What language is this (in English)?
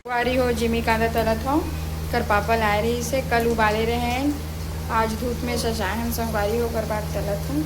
Chhattisgarhi